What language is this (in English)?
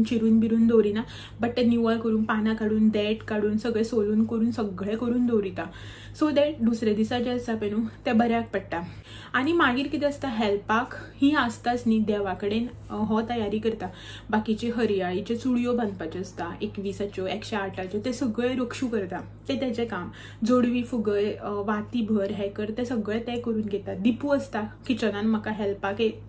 Konkani